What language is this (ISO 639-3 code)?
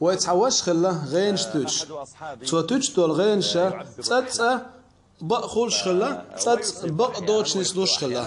che